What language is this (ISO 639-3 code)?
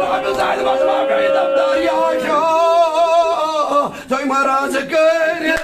kas